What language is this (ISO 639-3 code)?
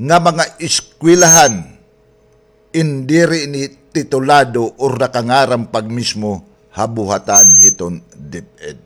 war